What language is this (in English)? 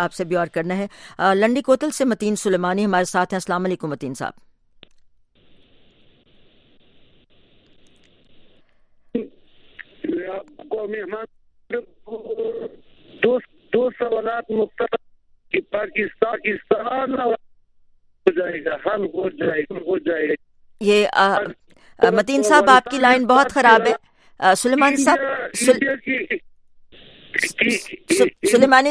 Urdu